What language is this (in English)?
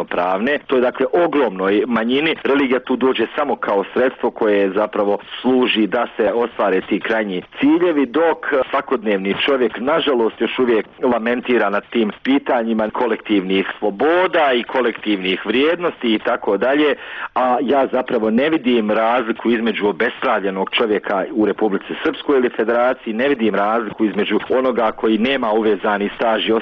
Bosnian